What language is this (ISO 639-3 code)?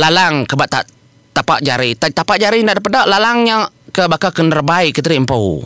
iba